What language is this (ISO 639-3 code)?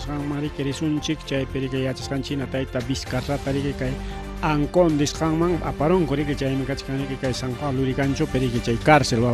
quy